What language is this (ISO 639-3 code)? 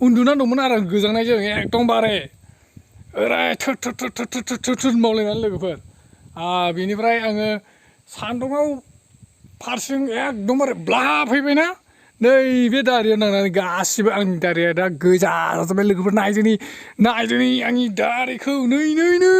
brx